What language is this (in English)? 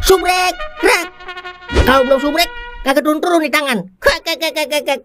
Betawi